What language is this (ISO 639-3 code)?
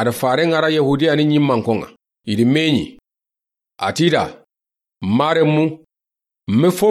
snk